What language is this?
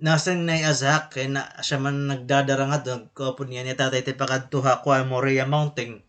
Waray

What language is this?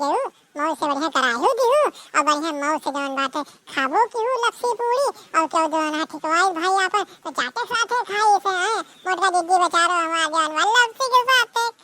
Awadhi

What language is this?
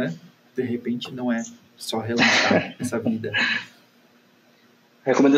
Portuguese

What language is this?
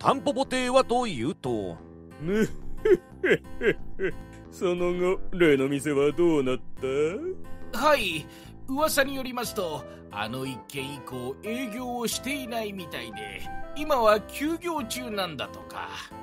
Japanese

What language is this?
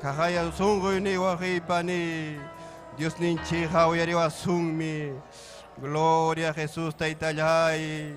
Ayacucho Quechua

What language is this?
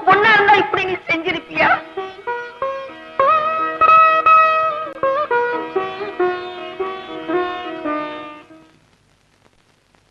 Tamil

